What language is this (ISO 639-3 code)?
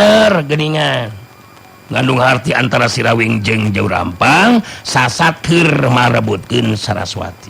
sun